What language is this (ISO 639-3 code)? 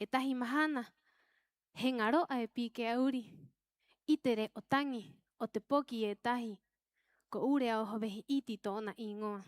rap